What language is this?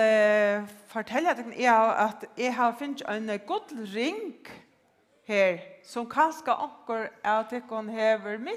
Faroese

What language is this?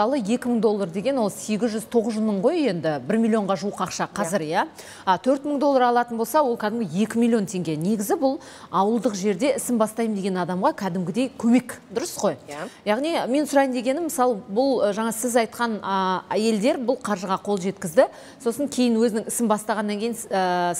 Kazakh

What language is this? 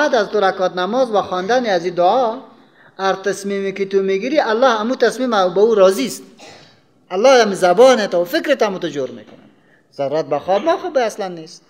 Persian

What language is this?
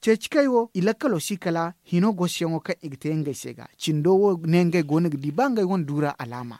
Zarma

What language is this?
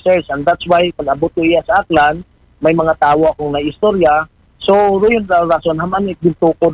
Aklanon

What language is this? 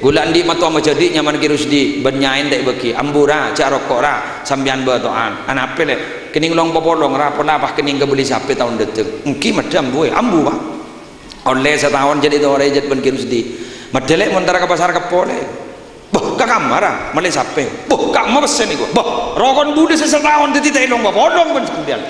Madurese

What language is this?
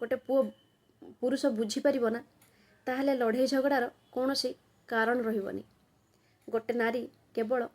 Odia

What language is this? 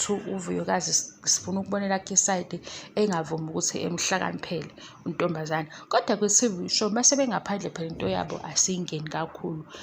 Zulu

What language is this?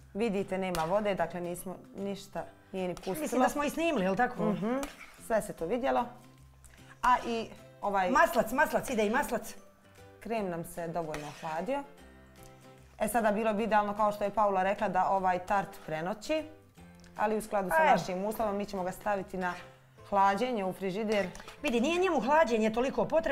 Bosnian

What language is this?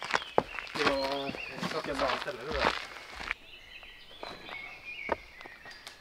Swedish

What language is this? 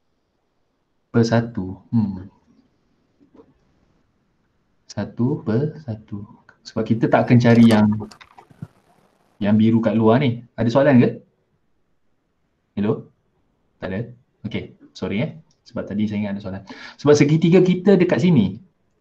Malay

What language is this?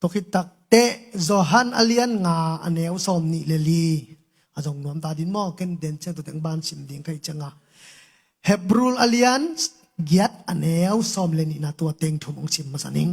Tedim Chin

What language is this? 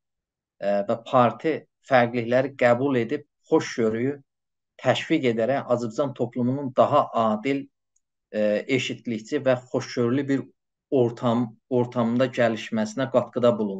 South Azerbaijani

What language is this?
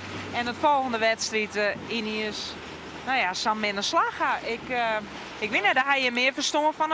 Western Frisian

